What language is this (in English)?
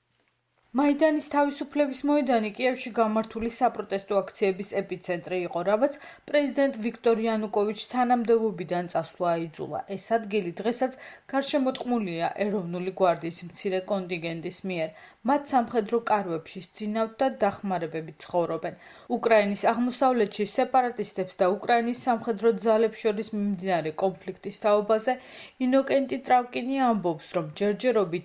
Georgian